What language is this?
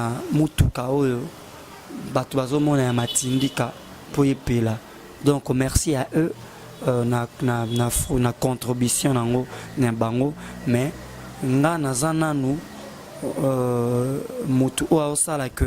Lingala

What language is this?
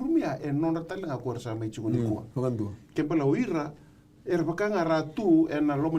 Fijian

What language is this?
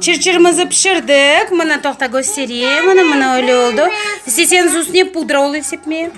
Crimean Tatar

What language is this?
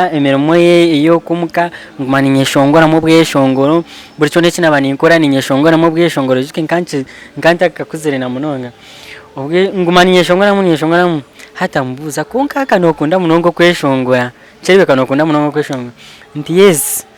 Nyankole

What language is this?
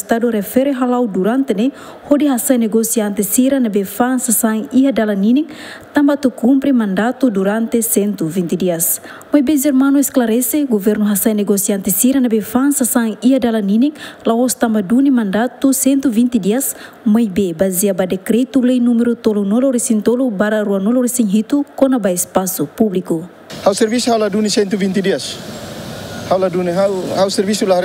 Tetum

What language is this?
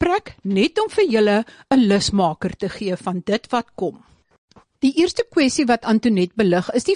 Afrikaans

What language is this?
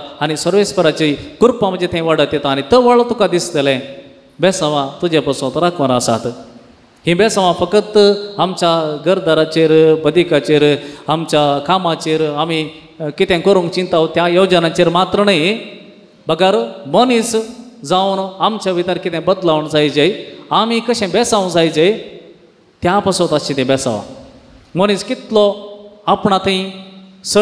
Konkani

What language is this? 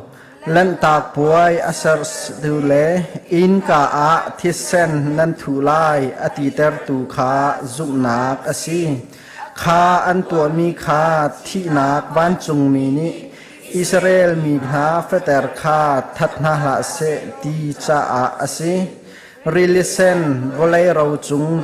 Hakha Chin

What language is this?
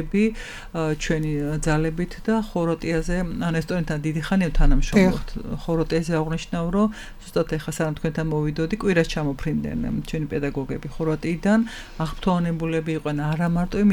Georgian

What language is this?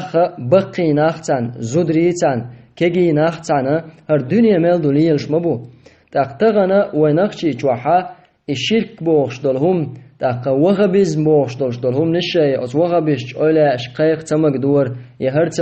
Chechen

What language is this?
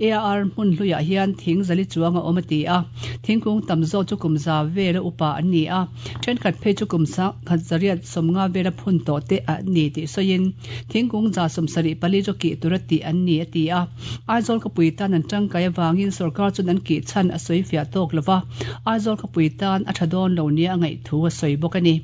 Mizo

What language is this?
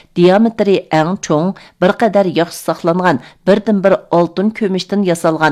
Uyghur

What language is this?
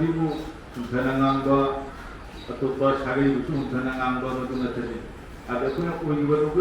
Manipuri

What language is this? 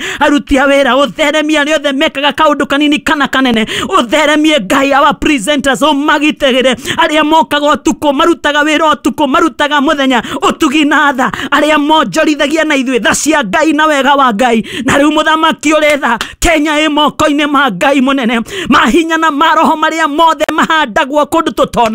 Kikuyu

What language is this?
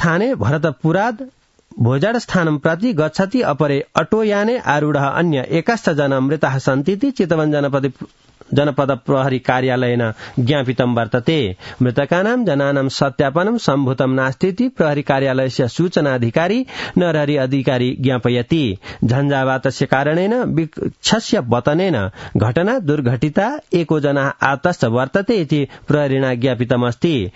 Sanskrit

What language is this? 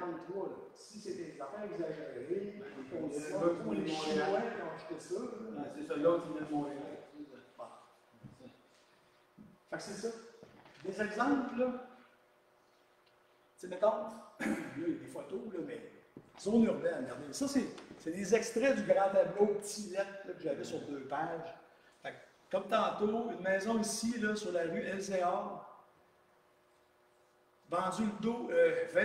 French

